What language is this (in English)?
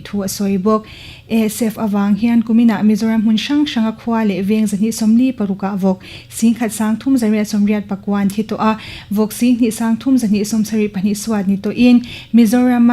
Mizo